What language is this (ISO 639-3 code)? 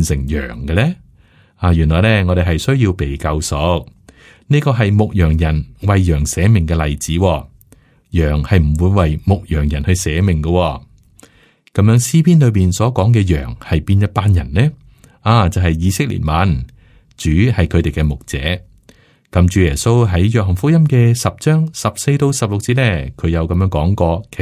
yue